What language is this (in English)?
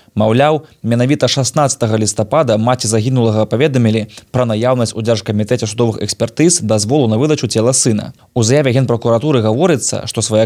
Belarusian